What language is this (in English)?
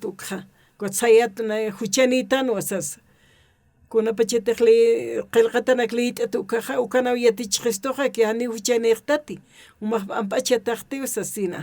Aymara